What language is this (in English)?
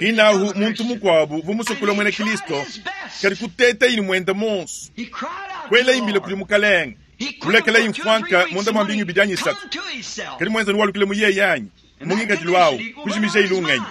Luba-Lulua